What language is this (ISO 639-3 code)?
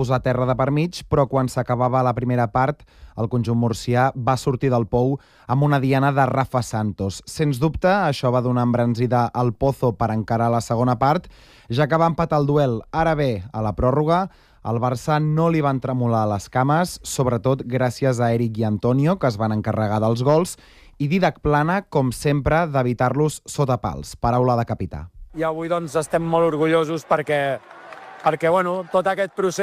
cat